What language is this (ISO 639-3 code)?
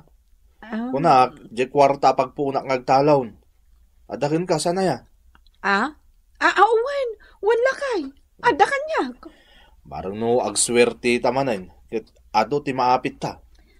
ilo